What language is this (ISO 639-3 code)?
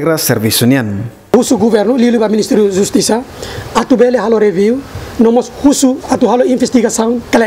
tet